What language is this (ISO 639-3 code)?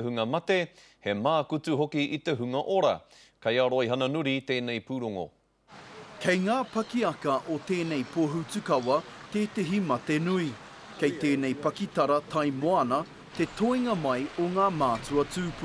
mri